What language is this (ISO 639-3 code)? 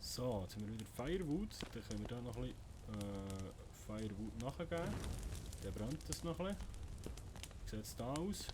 gsw